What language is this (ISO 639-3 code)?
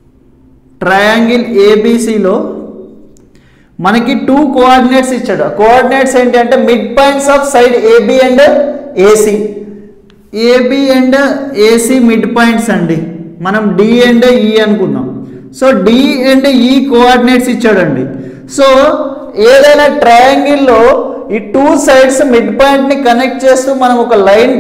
tel